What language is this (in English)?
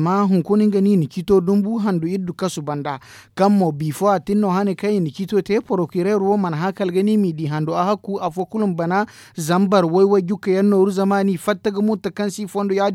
Zarma